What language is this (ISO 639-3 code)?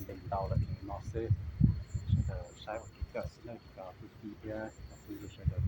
hmn